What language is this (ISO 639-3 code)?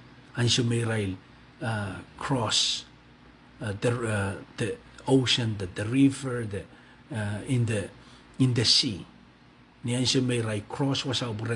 pon